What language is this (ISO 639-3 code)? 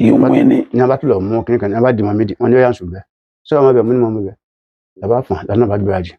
yor